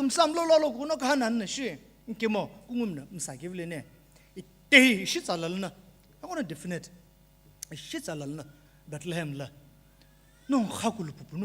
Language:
Sumi Naga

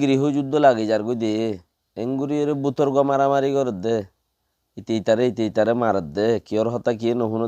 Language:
Rohingya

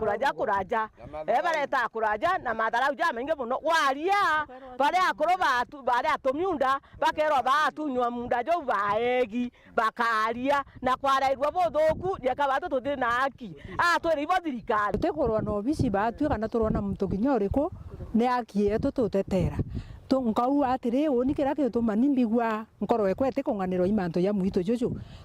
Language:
Meru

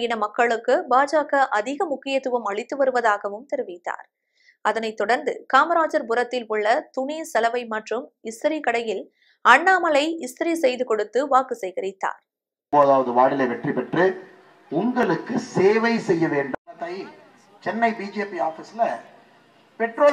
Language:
Tamil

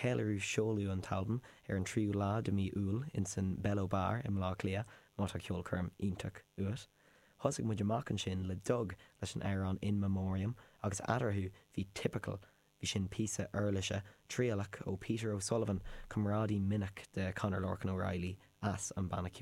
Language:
Irish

